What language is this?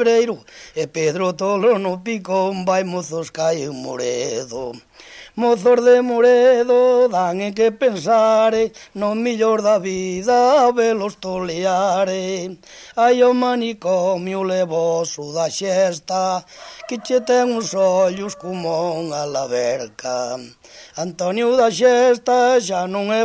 Galician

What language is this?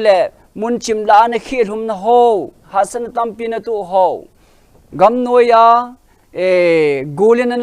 Thado Chin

